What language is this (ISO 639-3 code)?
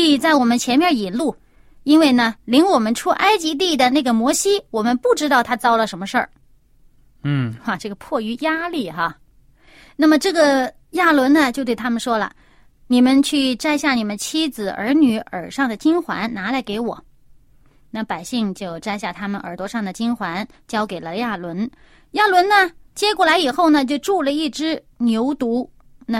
zho